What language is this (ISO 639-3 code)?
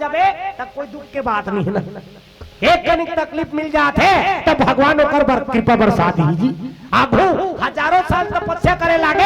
hne